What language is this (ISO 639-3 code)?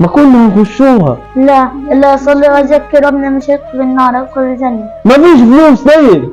arz